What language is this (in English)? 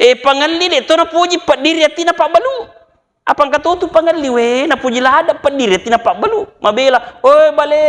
Buginese